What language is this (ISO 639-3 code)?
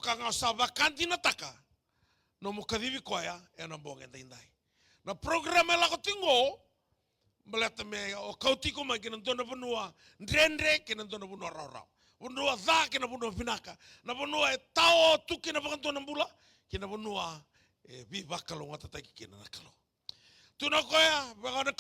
fij